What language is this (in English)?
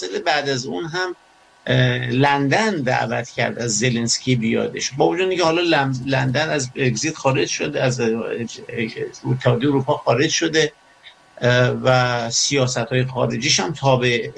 Persian